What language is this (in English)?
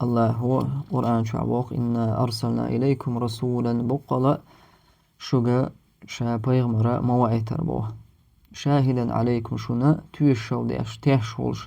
Chechen